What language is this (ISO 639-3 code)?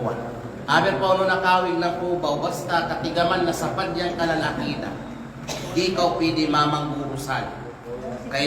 kqe